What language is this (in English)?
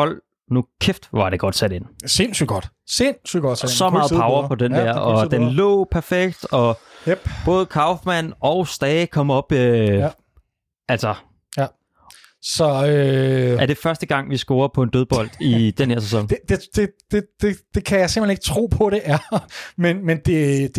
Danish